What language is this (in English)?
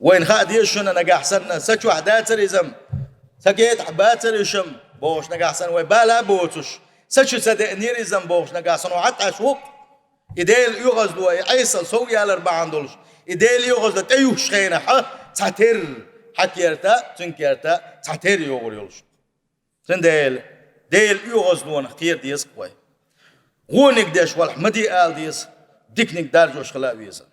Chechen